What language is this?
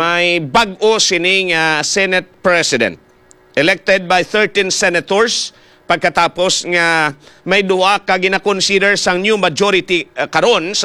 Hiligaynon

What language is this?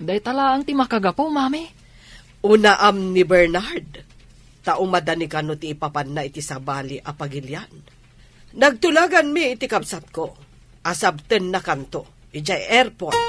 Iloko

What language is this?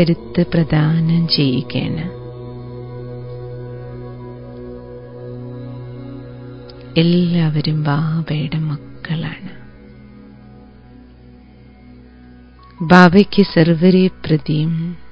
Malayalam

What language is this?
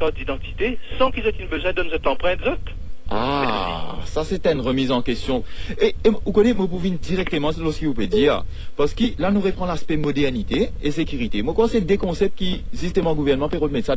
Morisyen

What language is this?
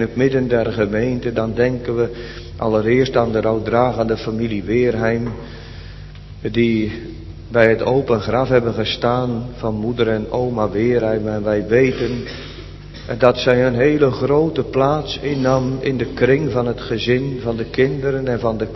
Dutch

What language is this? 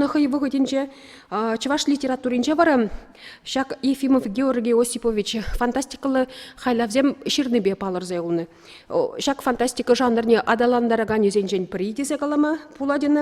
Chuvash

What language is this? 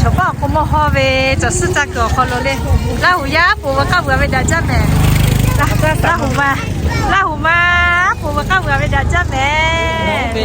Lahu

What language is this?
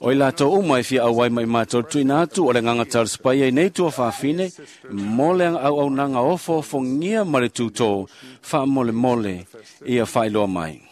Samoan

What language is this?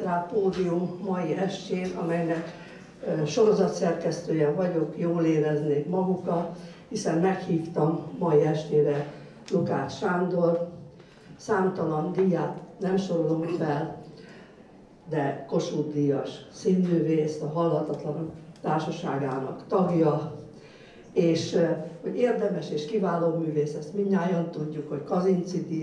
Hungarian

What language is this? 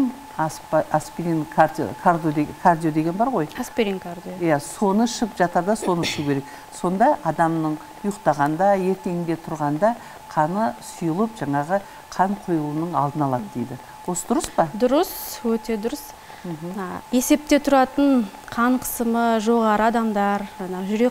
Kazakh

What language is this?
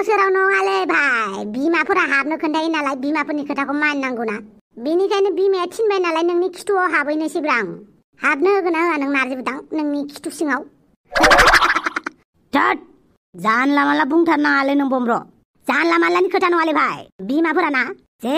Bodo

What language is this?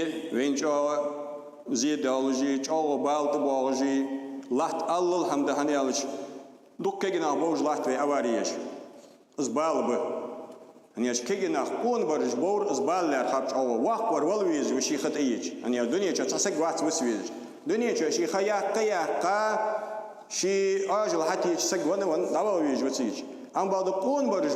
Ingush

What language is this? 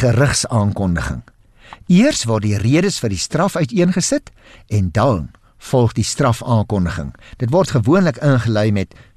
Afrikaans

